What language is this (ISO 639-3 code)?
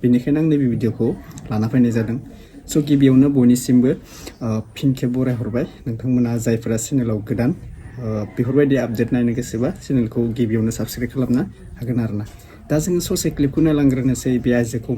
brx